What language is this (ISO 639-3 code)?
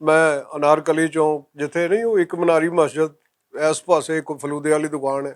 lah